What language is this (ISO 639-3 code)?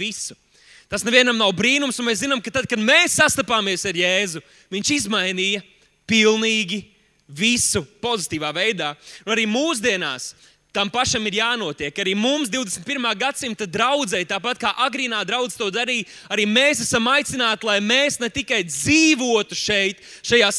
lav